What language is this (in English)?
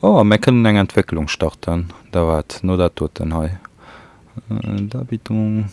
Luxembourgish